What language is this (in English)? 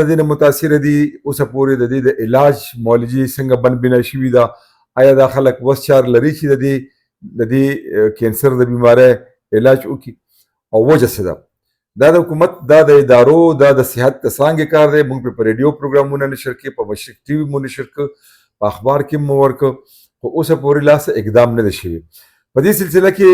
Pashto